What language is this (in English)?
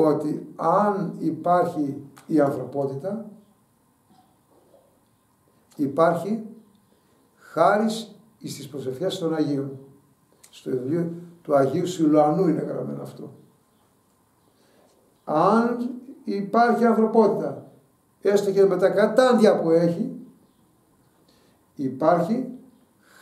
Greek